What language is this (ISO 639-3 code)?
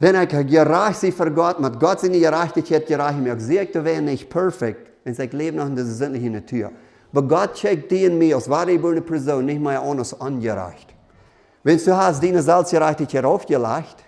pdt